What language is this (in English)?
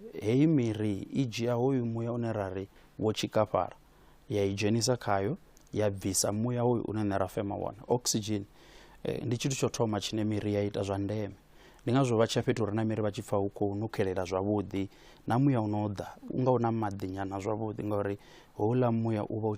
Venda